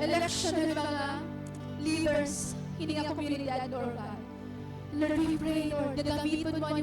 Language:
Waray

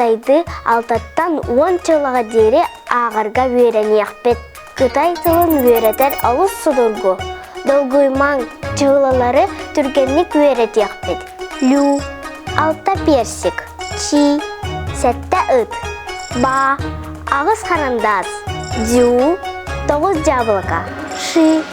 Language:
Yakut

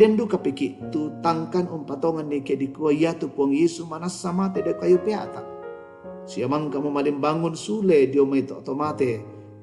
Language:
Toraja-Sa'dan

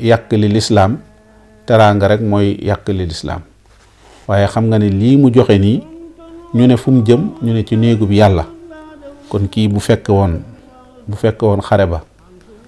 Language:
Wolof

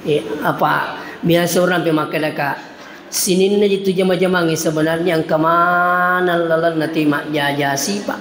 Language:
Buginese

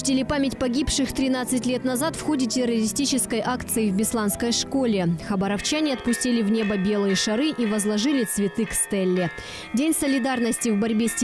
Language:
Russian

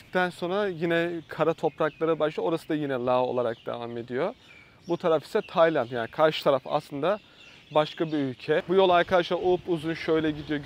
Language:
Turkish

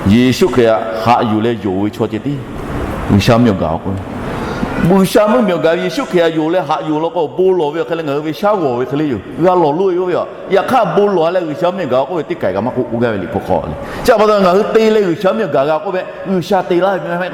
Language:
Lahu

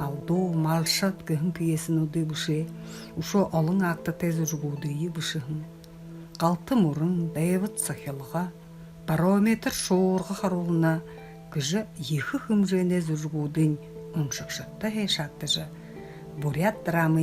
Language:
Buriat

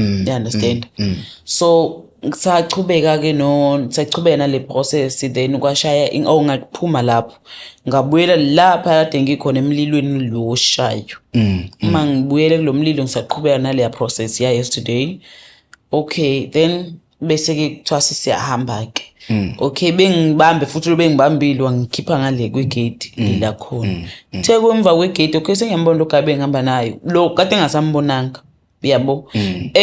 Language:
Zulu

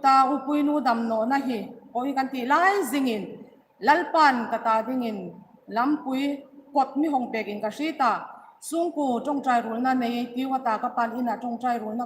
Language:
Hmar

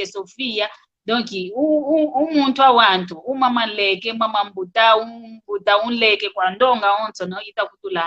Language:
San Salvador Kongo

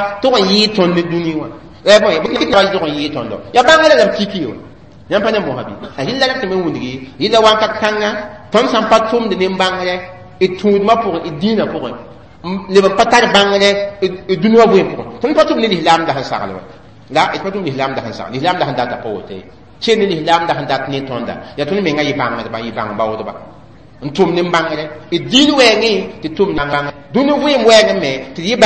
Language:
Mossi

